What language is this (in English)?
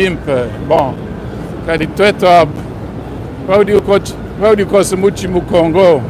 Luba-Lulua